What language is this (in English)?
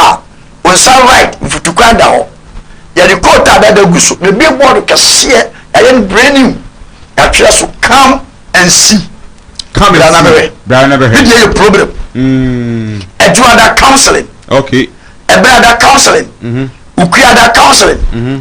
Akan